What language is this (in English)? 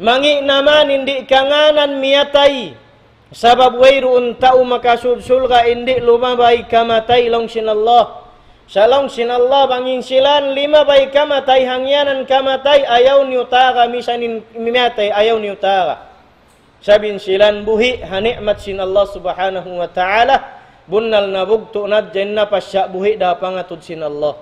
Tausug